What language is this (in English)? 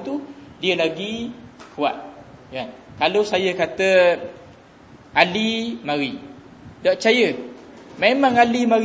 Malay